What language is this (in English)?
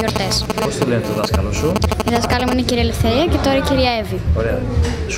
Greek